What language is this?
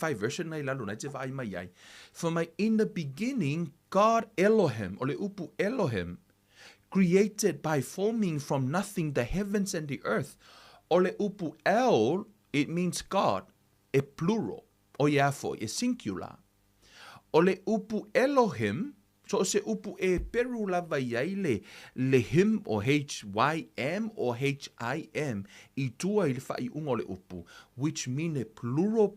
Samoan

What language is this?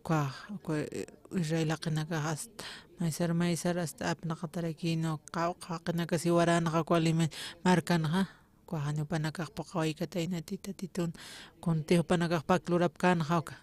Aymara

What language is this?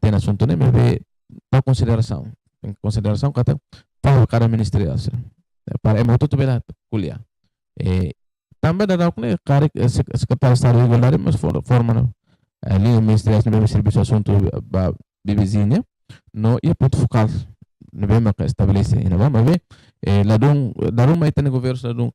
Tetum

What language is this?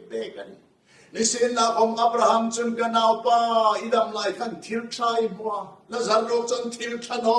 Hmar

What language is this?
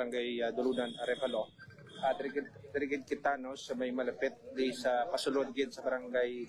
Hiligaynon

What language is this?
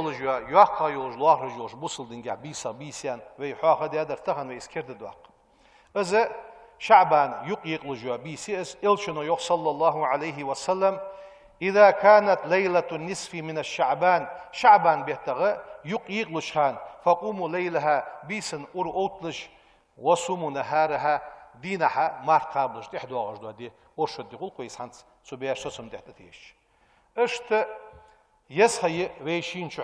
Ingush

